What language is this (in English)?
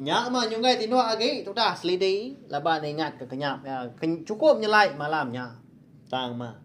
Iban